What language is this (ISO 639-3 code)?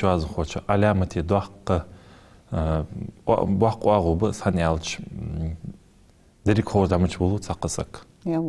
inh